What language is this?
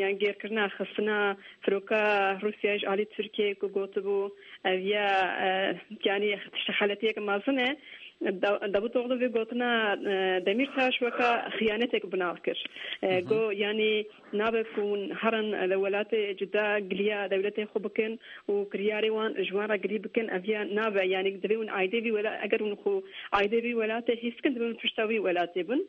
Kurdish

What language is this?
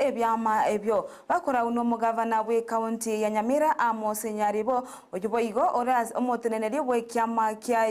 Gusii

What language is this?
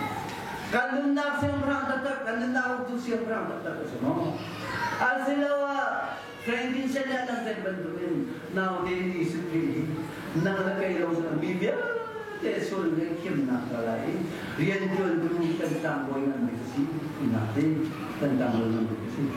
Hakha Chin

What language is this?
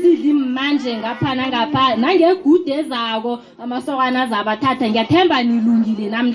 South Ndebele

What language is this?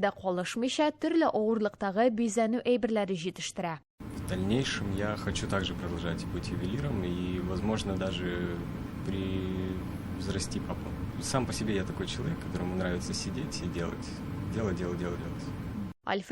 Tatar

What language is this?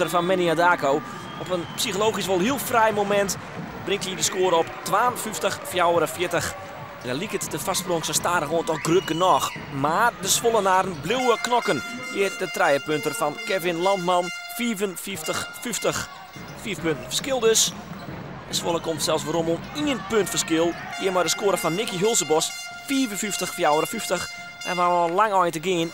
Western Frisian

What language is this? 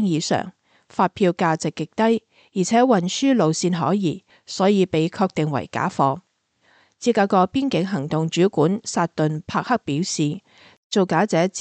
Cantonese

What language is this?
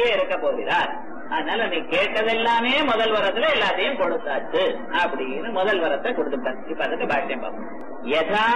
Tamil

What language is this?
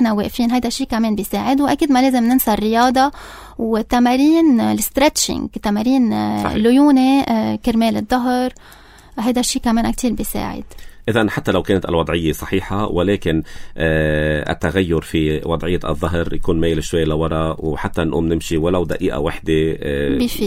North Levantine Arabic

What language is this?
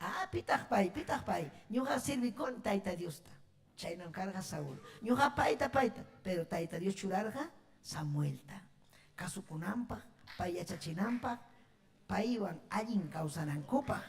Ayacucho Quechua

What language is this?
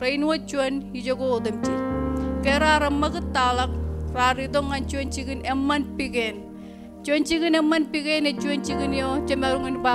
Marshallese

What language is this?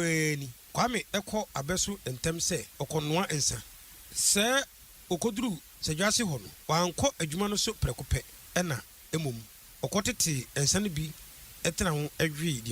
Akan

